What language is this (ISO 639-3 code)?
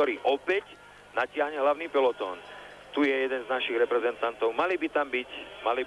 slk